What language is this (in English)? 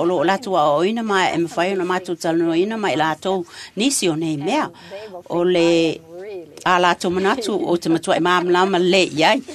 Samoan